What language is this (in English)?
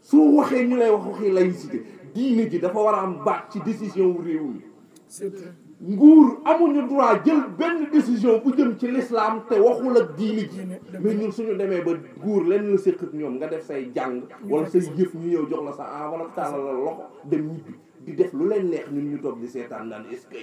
Wolof